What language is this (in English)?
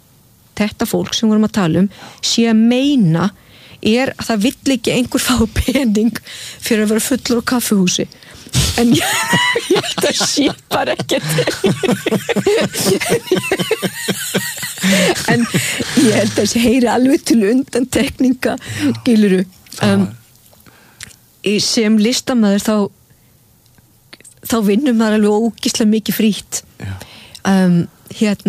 Icelandic